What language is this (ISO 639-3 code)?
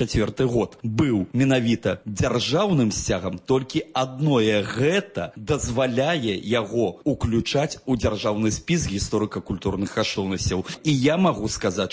bel